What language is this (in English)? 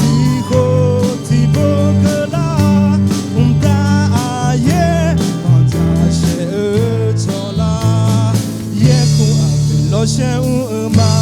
Akha